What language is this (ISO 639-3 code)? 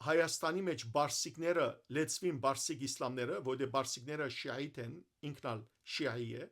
hyw